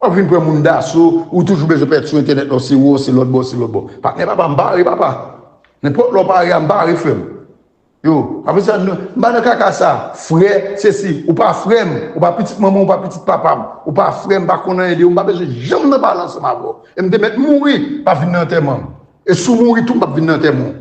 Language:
Haitian Creole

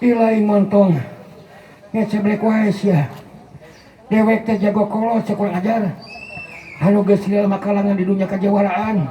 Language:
Sundanese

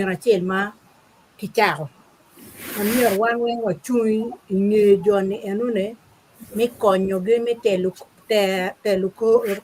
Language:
Acoli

